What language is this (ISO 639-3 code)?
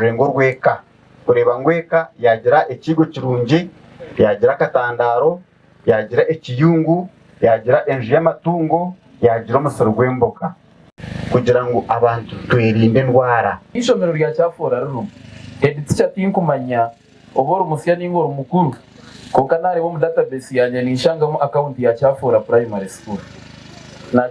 nyn